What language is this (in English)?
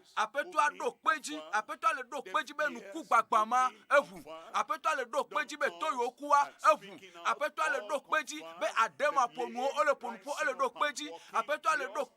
Ewe